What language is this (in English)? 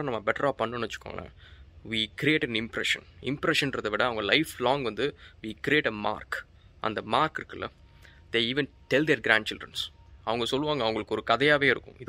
Tamil